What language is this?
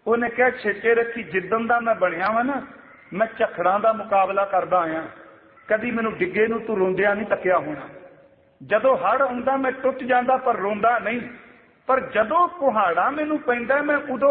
Punjabi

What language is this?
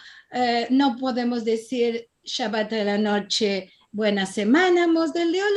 Ladino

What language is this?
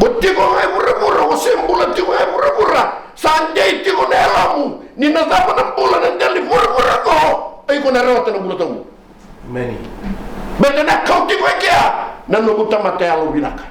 Fijian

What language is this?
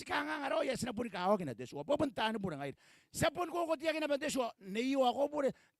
Gilbertese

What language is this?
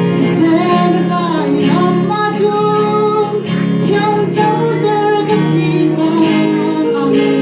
Hakha Chin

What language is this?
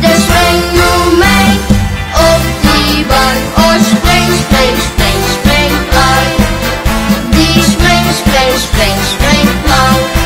Limburgish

